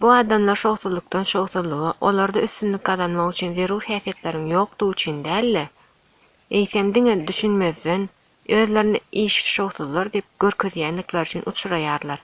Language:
Turkmen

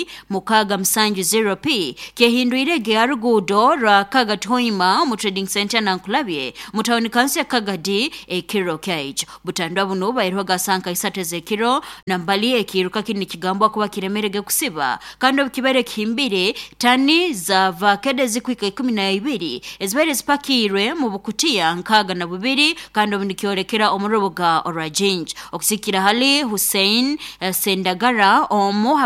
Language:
Nyoro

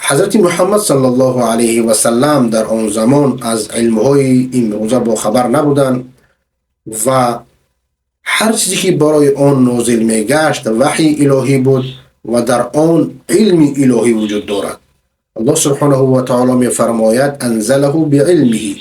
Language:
Persian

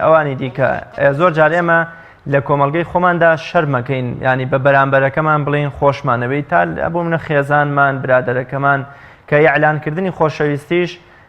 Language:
Central Kurdish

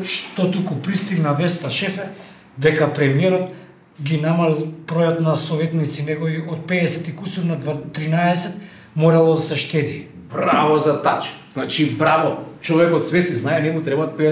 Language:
Macedonian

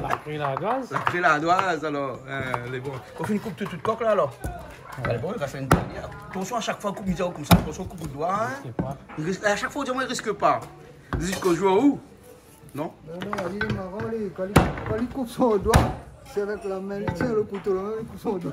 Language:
Réunion Creole French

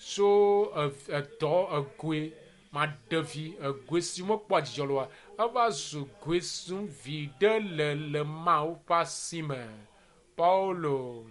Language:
Ewe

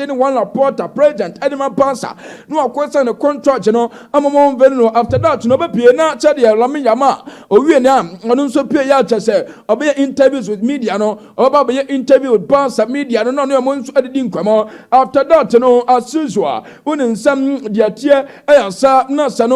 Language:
Akan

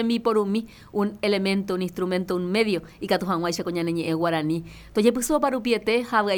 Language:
Guarani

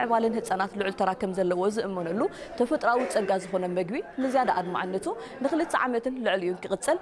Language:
Tigrinya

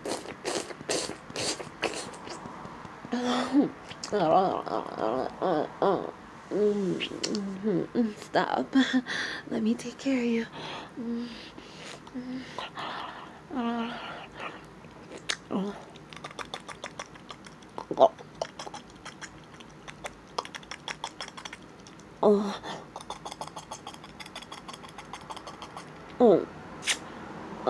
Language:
English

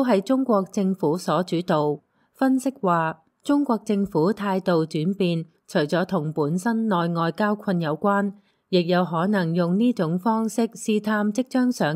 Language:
Cantonese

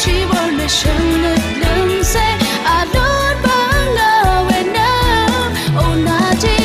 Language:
Rawang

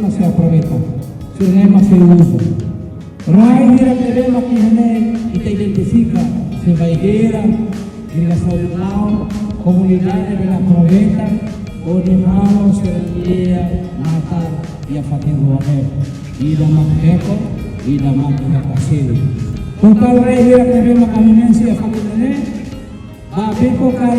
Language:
Tetum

